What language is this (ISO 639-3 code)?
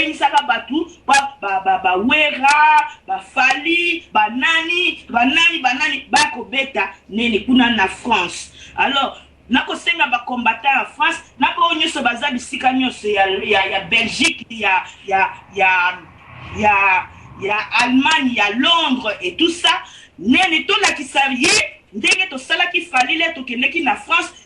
lin